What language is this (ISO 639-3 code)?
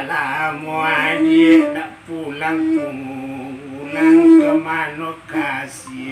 min